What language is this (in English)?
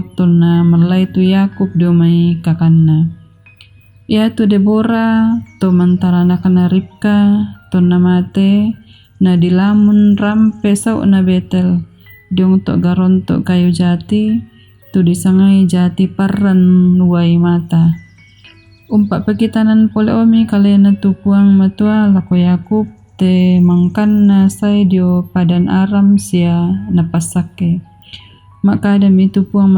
Toraja-Sa'dan